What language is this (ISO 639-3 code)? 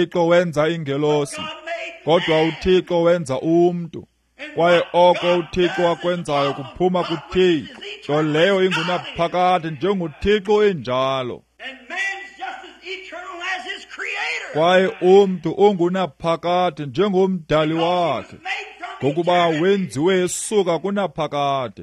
xho